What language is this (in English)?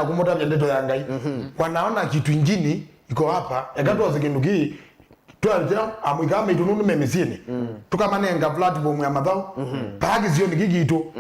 Kamba